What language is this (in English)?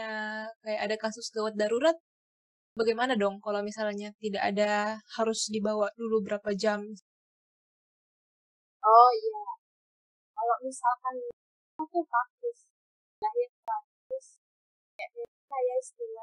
Indonesian